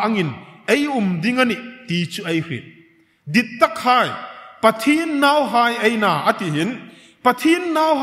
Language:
Hmar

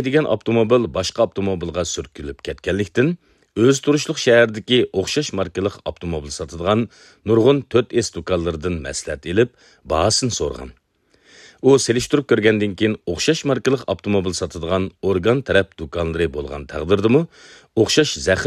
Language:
Uyghur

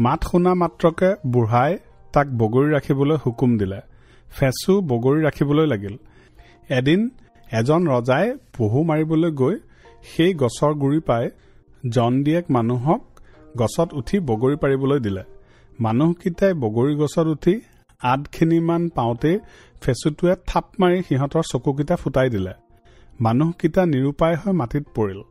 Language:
Assamese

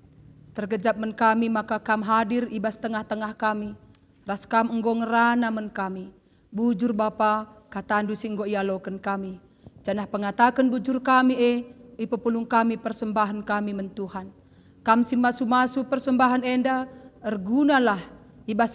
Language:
Batak Karo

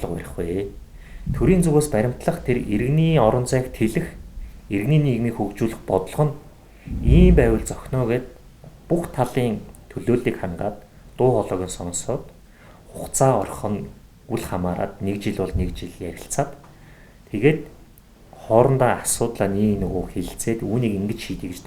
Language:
Mongolian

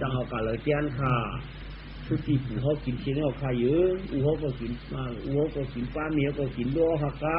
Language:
Shan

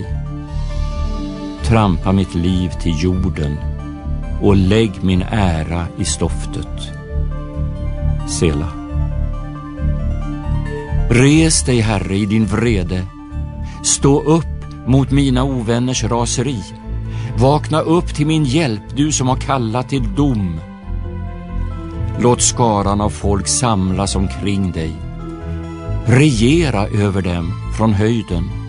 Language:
Swedish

